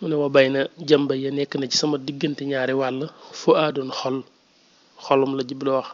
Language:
Wolof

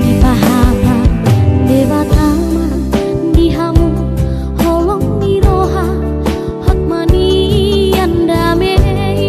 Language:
Batak Toba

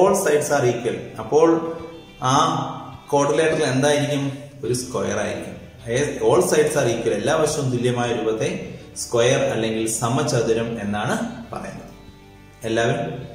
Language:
Malayalam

